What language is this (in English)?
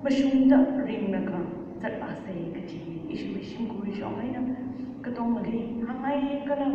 Tangkhul Naga (India)